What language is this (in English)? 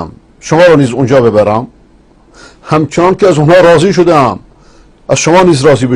Persian